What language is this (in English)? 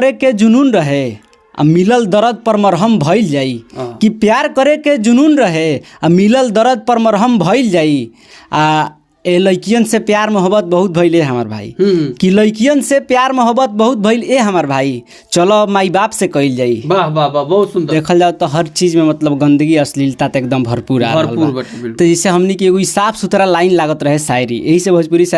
Bhojpuri